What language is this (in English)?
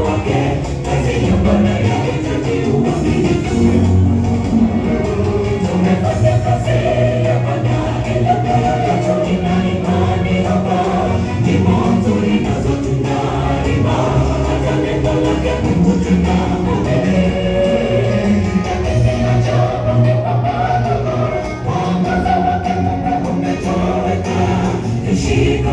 Swahili